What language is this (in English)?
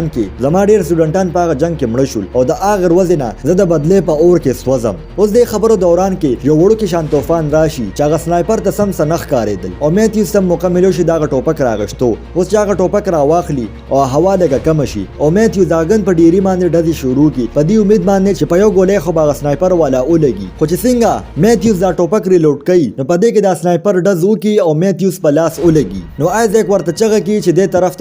Pashto